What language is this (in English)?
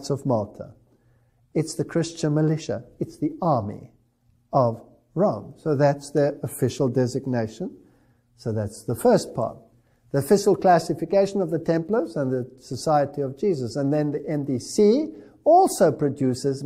English